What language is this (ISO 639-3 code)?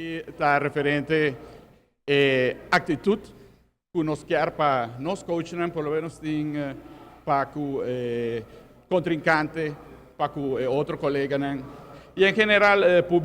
pap